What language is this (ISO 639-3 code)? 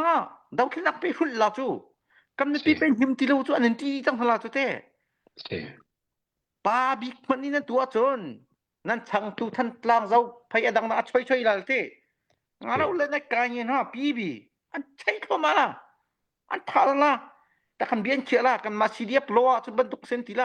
cnh